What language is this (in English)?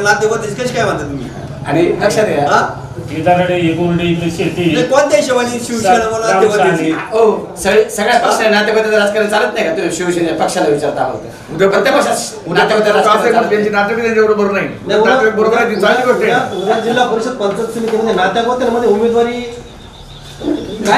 Marathi